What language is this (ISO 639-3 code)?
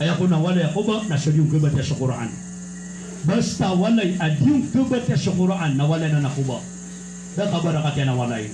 mrw